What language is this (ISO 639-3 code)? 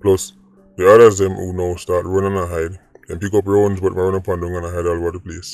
jam